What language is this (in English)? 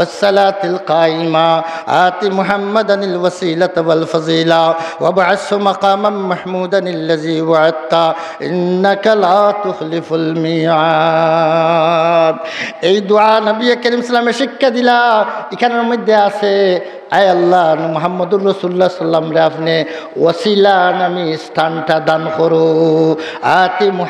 Sylheti